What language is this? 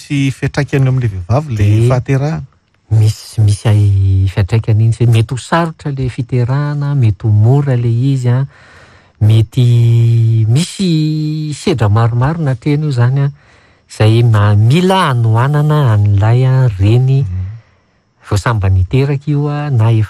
Malagasy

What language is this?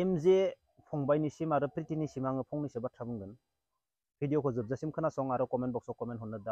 Bodo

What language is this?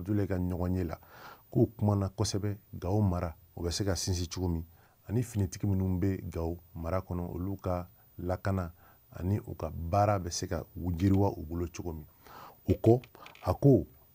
Bambara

